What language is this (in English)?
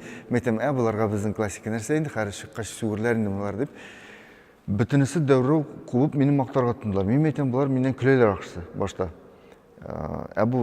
Tatar